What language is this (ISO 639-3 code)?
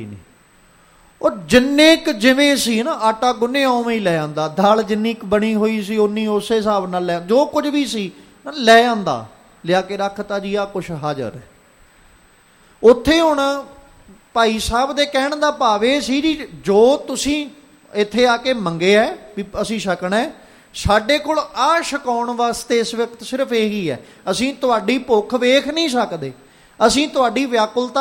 pan